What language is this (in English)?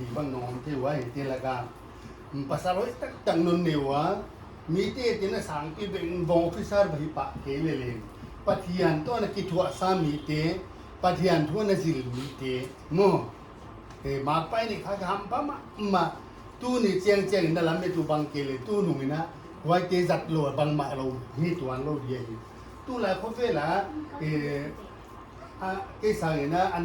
Paite Chin